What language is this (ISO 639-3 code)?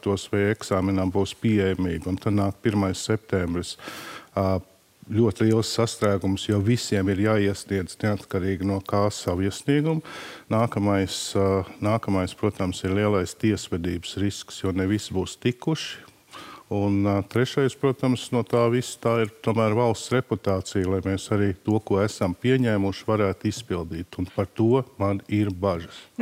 lav